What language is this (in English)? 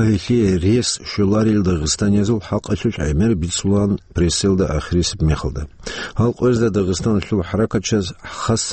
Avaric